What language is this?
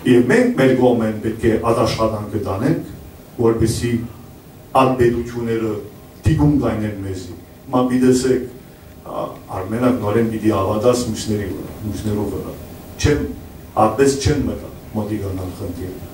Western Armenian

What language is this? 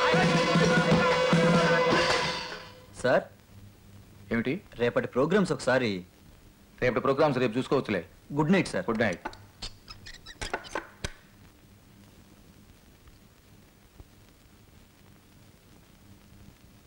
Telugu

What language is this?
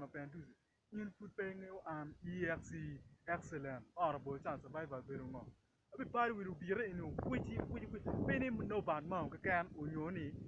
Acoli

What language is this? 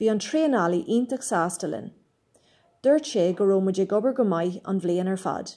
Irish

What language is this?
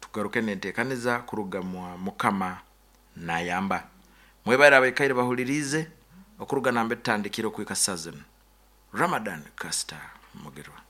Nyoro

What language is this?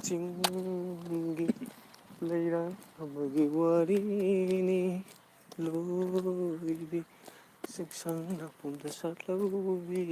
Manipuri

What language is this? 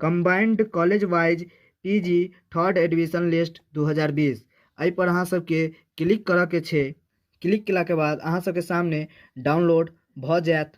Maithili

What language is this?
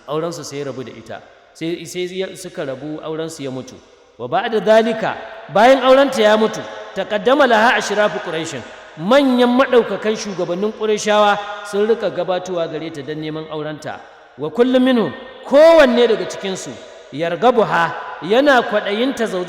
Hausa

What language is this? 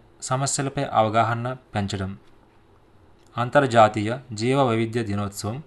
Telugu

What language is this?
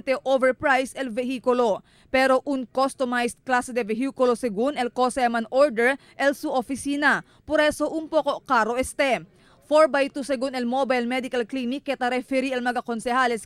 Chavacano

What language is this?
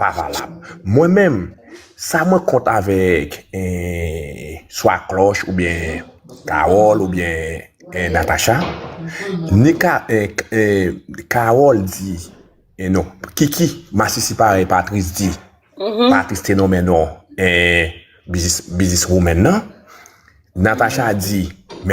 Haitian Creole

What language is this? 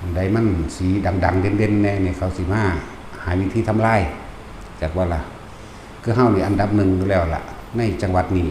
Northeastern Thai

